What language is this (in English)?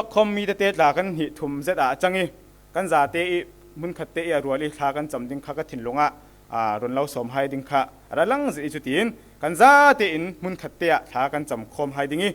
Falam Chin